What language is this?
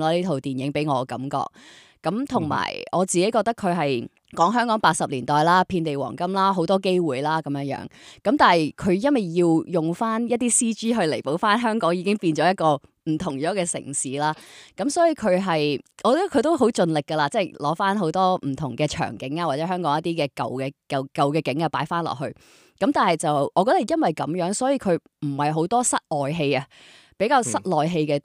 Cantonese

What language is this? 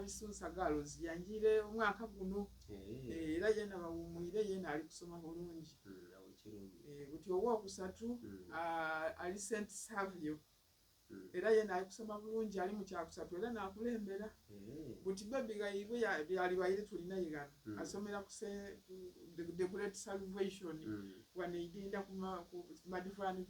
Soga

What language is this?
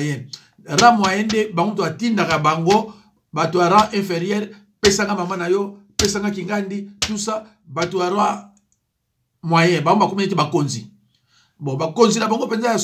Lingala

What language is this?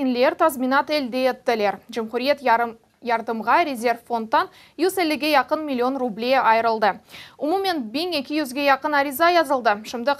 Crimean Tatar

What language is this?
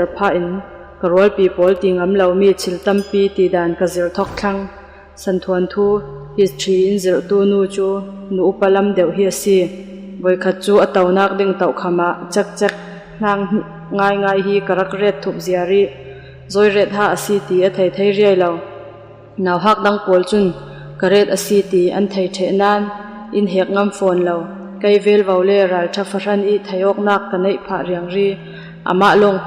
Falam Chin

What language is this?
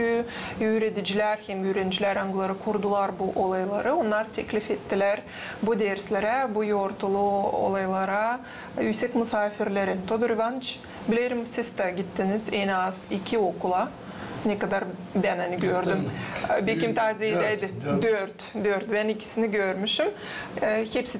Gagauz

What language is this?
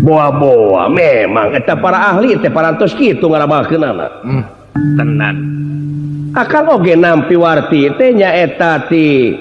Sundanese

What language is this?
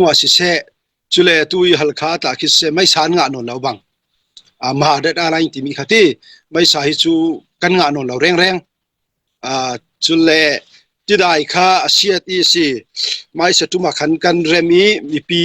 Falam Chin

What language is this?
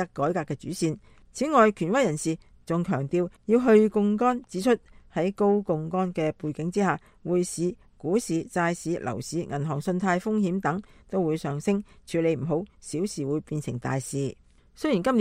Cantonese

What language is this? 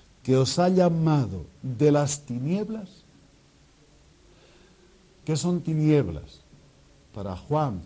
Spanish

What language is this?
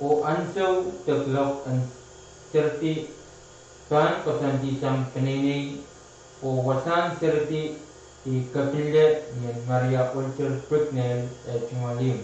Pohnpeian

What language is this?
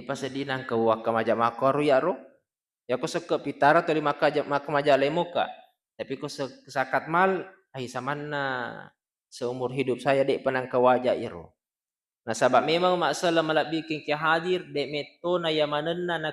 Buginese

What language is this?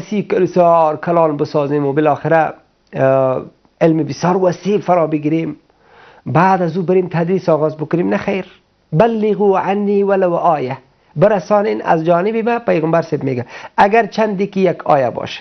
Persian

